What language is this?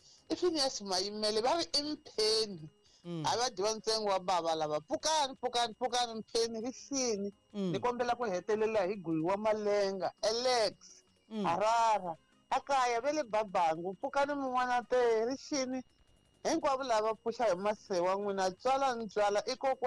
Tsonga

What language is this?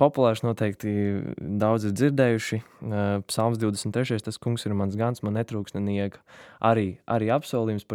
Latvian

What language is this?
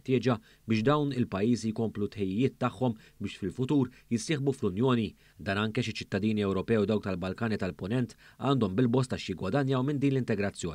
Maltese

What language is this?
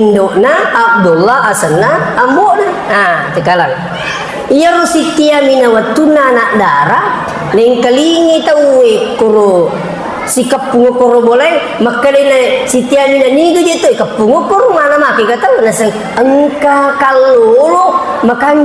Buginese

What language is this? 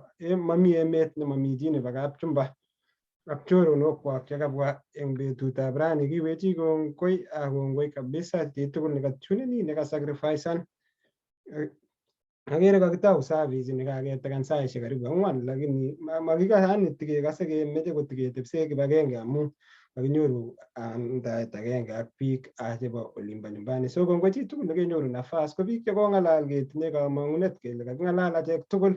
Kalenjin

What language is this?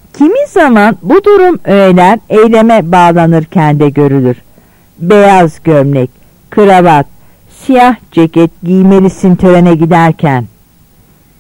Turkish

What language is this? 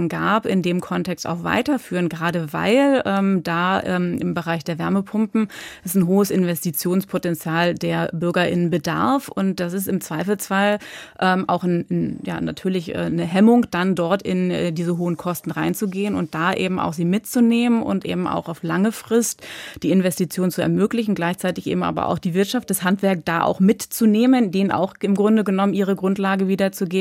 German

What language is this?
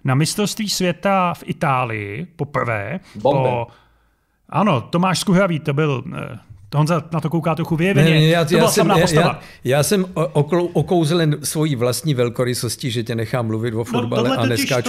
Czech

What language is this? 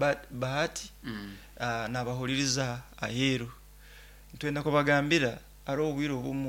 Nyoro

